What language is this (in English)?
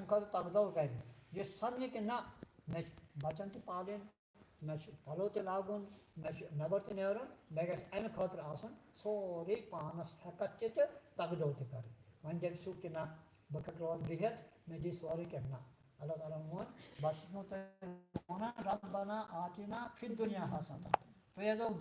Kashmiri